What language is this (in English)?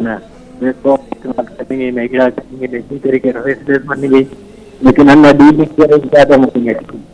Brahui